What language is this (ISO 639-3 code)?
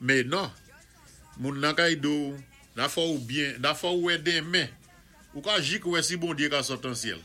acf